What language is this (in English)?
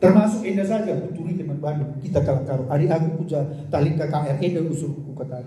Batak Karo